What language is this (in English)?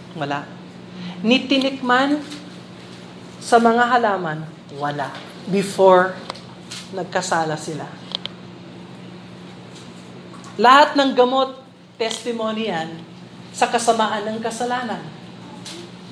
Filipino